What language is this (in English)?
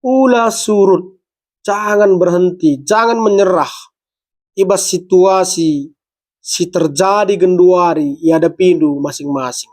Batak Karo